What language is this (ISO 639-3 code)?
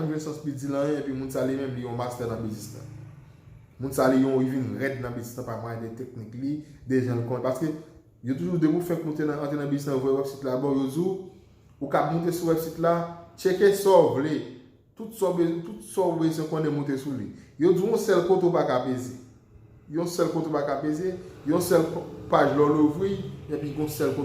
hat